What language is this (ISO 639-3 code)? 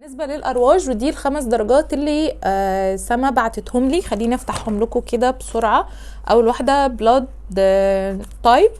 arz